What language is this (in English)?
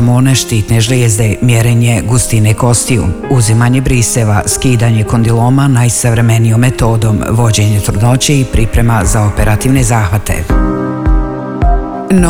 Bosnian